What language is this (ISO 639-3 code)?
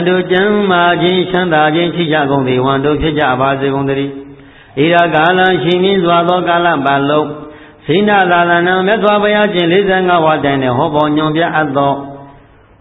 mya